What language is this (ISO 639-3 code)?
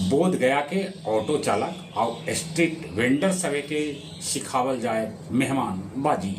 mag